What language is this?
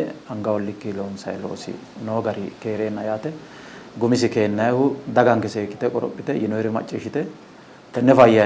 Sidamo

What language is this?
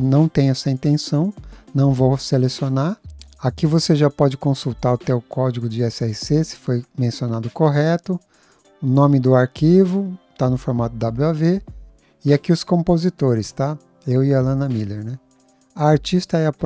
Portuguese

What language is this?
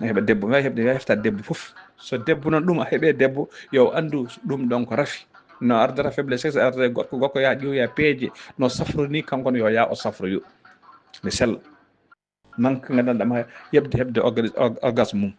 Fula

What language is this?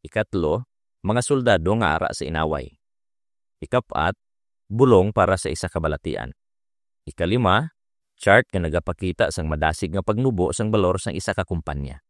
Hiligaynon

